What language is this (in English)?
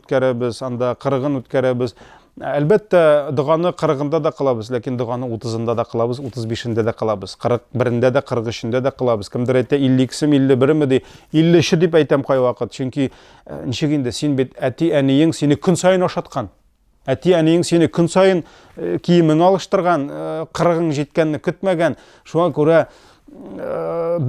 Tatar